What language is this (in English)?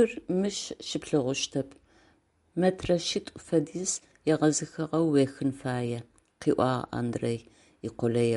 Adyghe